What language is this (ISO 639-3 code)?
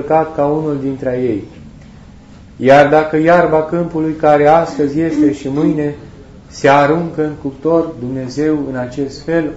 ron